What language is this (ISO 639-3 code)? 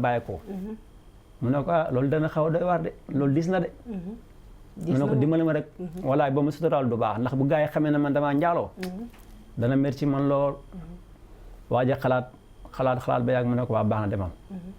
wol